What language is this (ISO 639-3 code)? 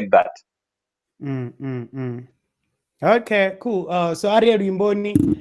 ven